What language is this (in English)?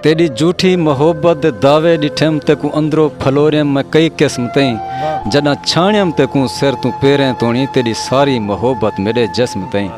Saraiki